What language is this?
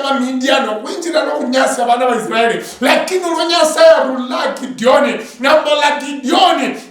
Luyia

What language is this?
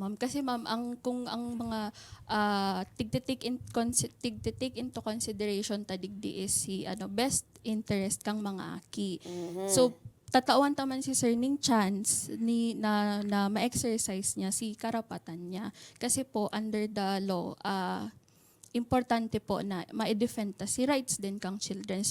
Bikol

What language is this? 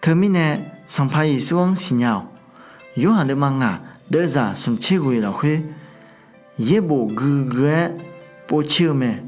Akha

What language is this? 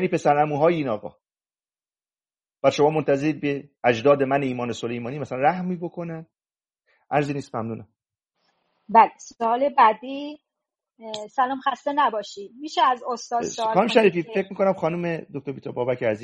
Persian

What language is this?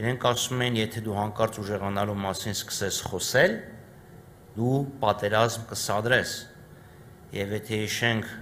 Armenian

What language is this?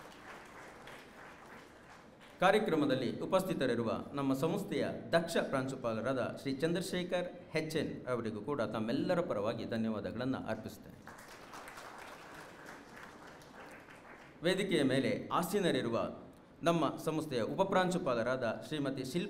Kannada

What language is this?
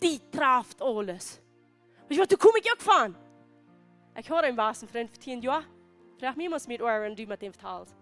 Plautdietsch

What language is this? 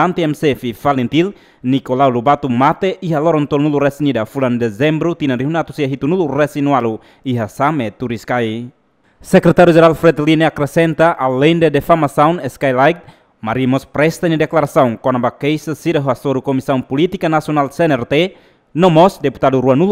Tetum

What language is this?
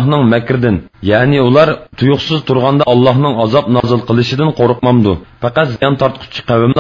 Uyghur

